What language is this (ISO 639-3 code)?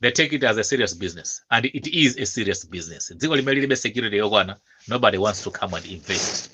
nya